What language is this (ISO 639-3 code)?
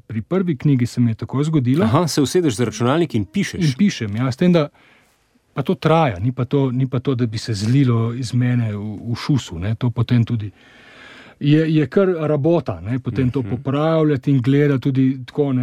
slv